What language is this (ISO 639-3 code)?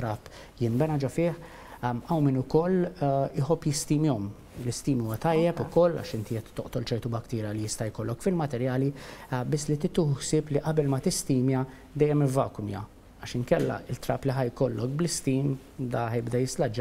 mlt